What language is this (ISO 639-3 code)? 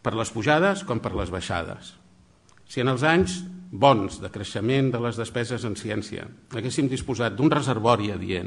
cat